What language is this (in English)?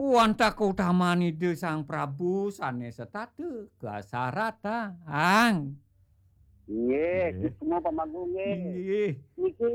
Balinese